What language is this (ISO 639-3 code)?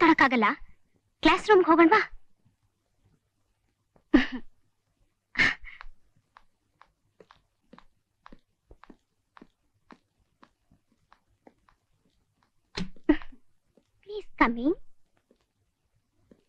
kan